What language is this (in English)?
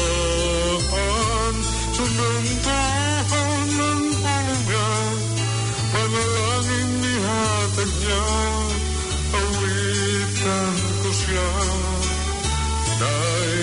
Filipino